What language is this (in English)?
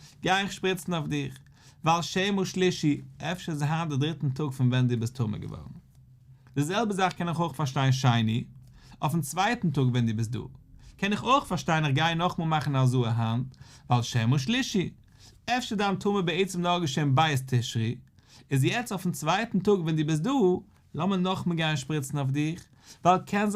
Yiddish